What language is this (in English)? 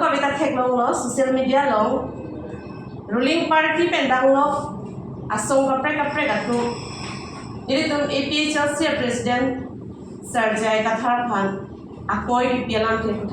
Karbi